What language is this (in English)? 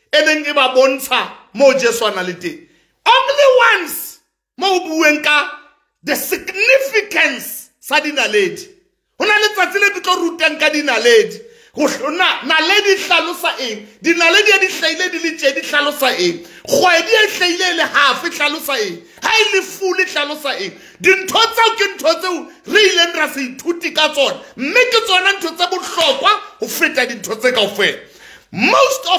Southern Sotho